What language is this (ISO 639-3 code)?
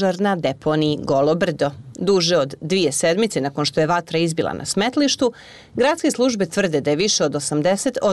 bos